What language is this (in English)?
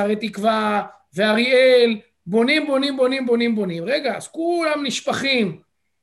Hebrew